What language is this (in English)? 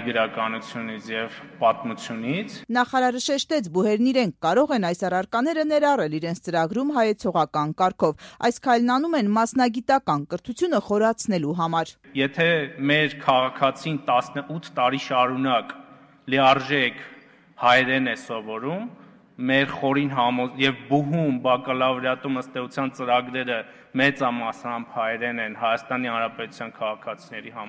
Armenian